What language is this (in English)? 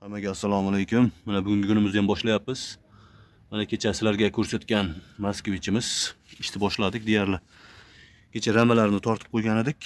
Uzbek